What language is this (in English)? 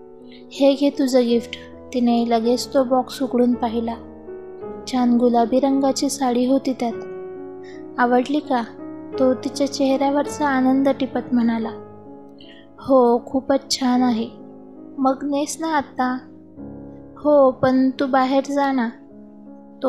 Marathi